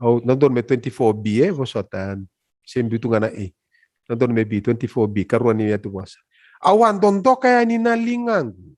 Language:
Fijian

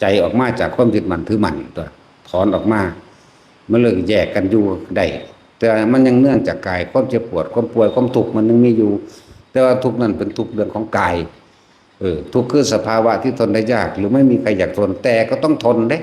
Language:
Northeastern Thai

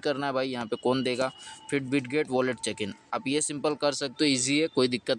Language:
Hindi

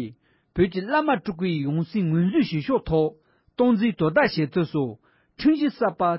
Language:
Tibetan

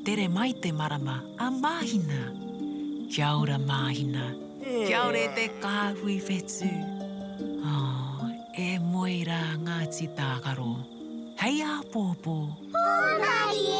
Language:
Māori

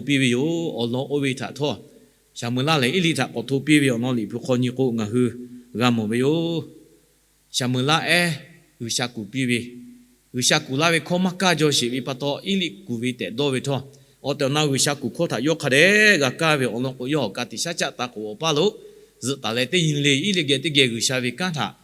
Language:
Lahu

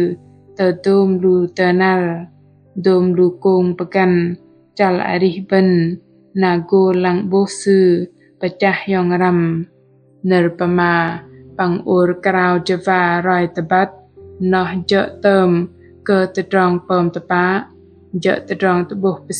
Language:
Bahnar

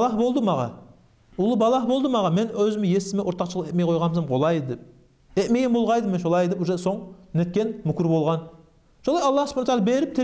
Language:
Kumyk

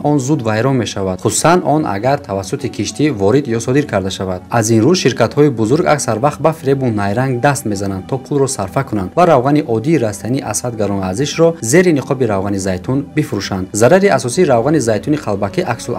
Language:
Tajik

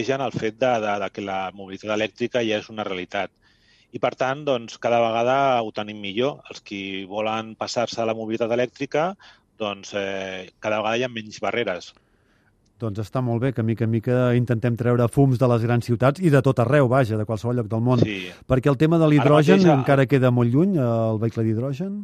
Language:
Catalan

